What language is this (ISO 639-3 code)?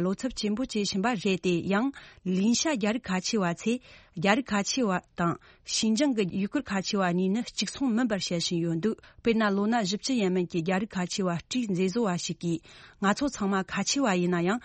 bod